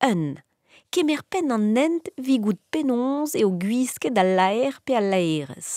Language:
Breton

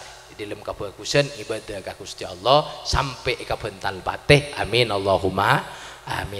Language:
Madurese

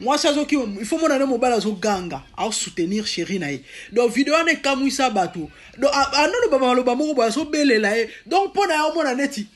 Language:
Lingala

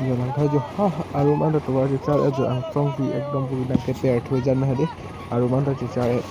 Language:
Karbi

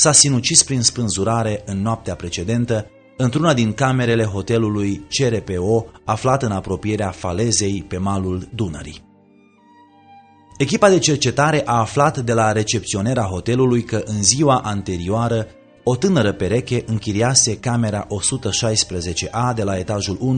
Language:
Romanian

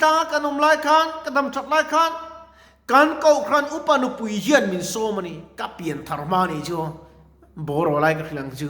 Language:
Mizo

